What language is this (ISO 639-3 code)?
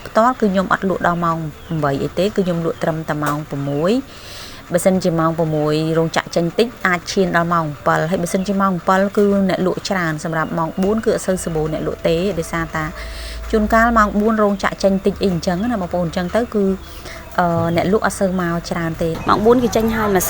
khm